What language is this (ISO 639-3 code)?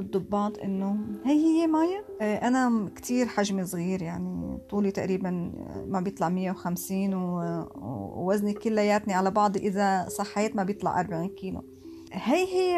apc